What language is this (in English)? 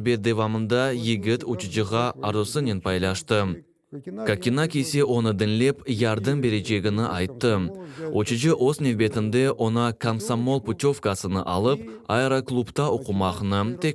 Crimean Tatar